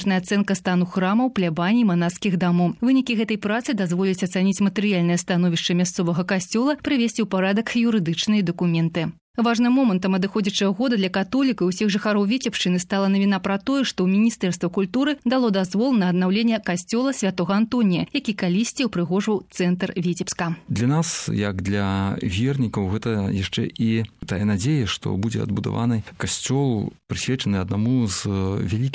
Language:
Belarusian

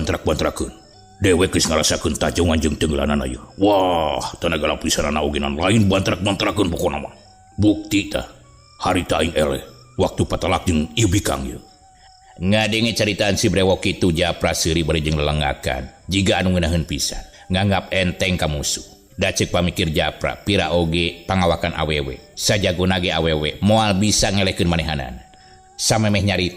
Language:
Sundanese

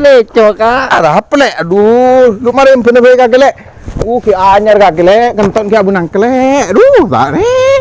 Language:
Madurese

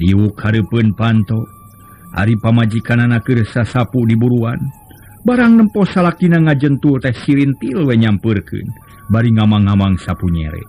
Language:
Sundanese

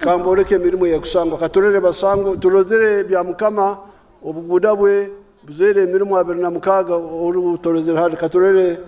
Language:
Nyankole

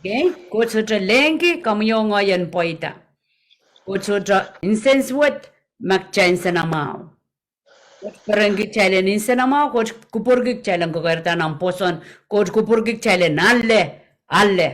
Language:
Pohnpeian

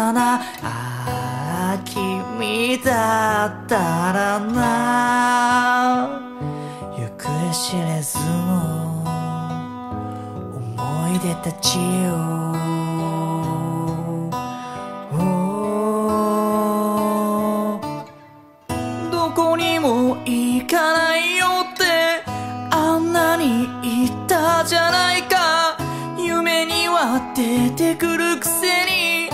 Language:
Japanese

